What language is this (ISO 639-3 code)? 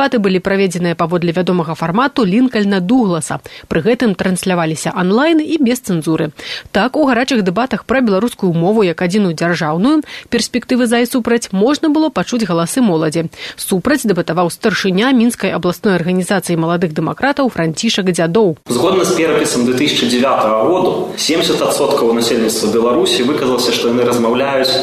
bel